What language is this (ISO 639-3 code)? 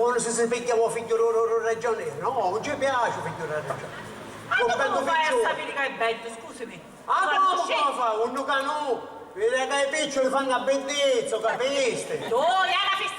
scn